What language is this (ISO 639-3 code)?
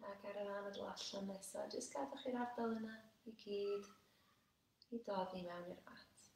cym